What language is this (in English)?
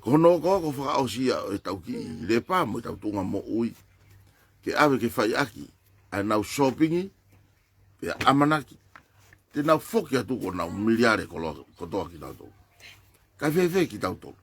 Tongan